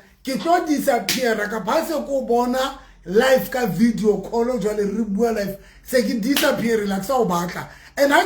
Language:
Southern Sotho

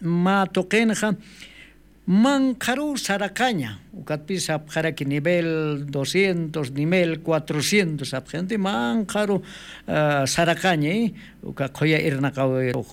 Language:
Aymara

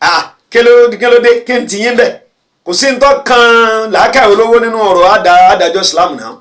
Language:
Yoruba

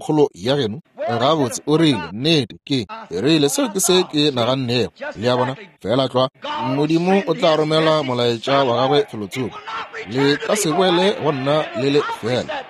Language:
Northern Sotho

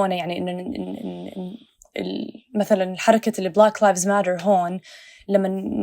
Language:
North Levantine Arabic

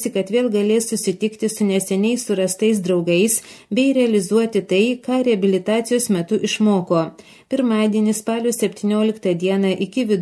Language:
Lithuanian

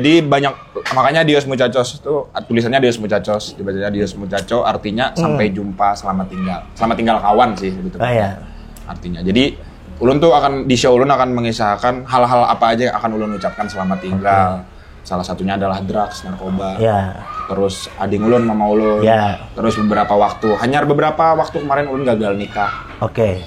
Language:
Banjar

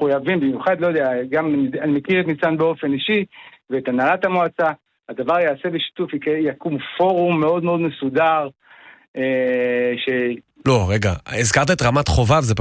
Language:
Hebrew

